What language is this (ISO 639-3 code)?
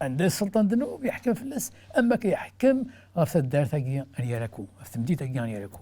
kab